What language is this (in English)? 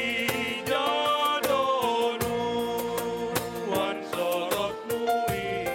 Batak Simalungun